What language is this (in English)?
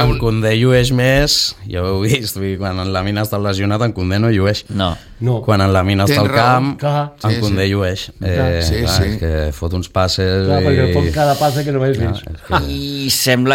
Catalan